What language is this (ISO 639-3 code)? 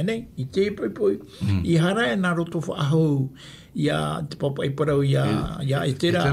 tah